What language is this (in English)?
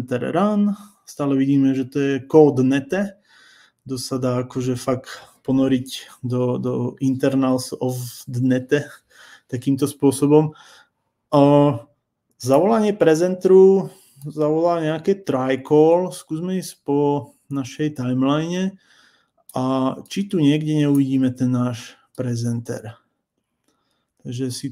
Slovak